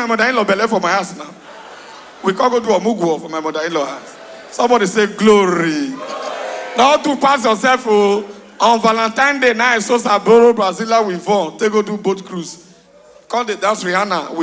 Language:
Nigerian Pidgin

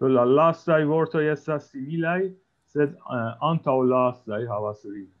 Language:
Esperanto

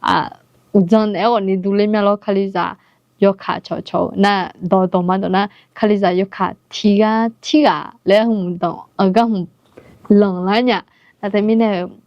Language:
Akha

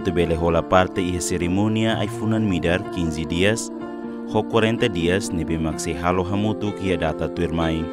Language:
Tetum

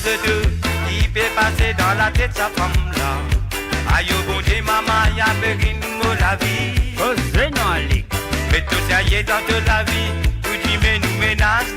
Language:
Morisyen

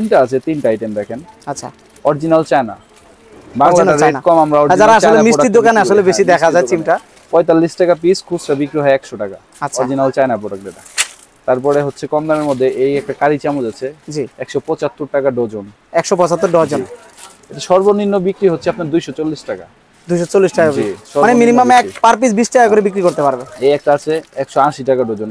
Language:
Bangla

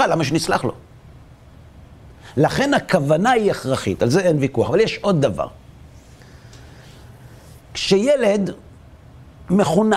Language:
Hebrew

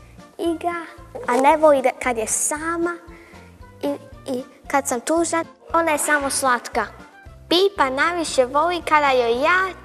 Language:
Bosnian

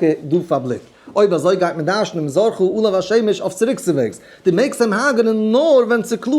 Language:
Yiddish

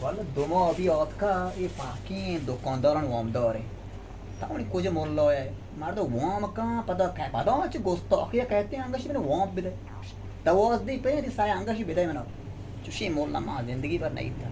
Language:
Baluchi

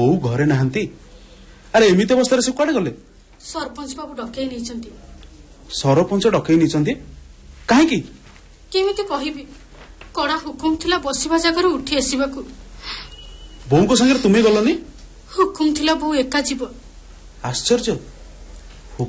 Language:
Odia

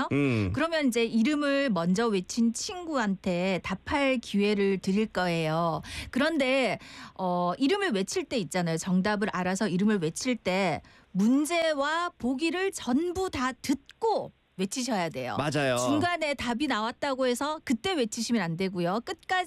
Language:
Korean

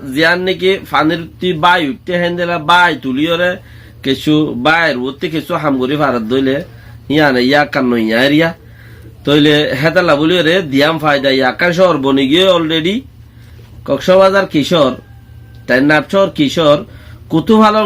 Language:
Rohingya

